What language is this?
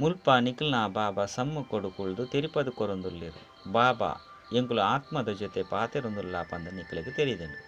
Tulu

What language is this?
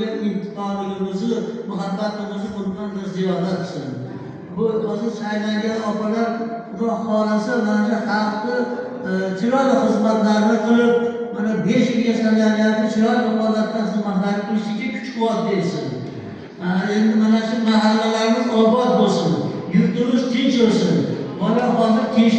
Uzbek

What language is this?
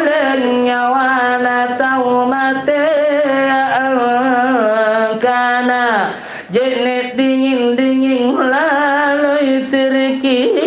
Makasar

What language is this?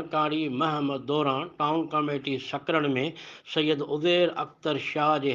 Sindhi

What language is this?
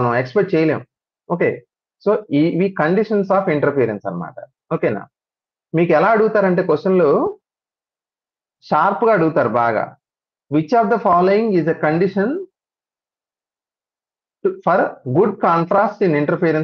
Telugu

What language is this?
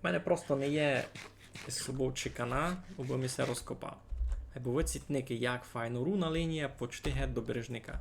Rusyn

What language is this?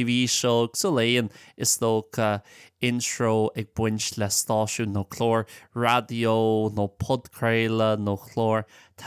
Irish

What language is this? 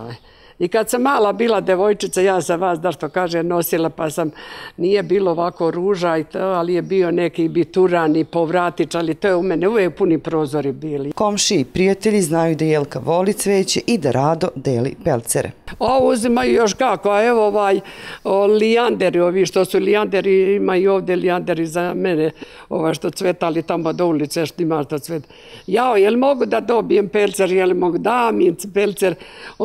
Serbian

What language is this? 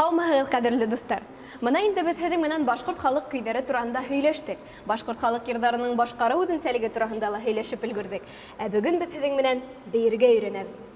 Bashkir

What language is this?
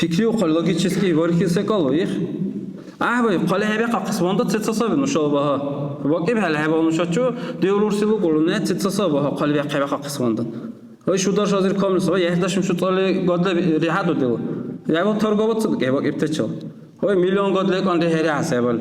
Dargwa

